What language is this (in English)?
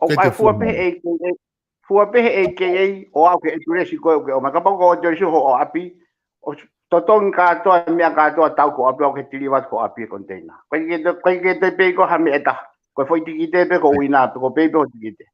Tongan